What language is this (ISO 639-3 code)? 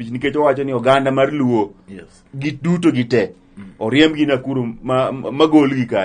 luo